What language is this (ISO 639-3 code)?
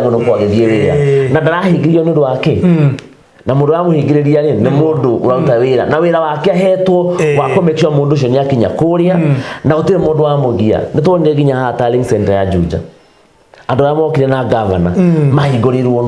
kik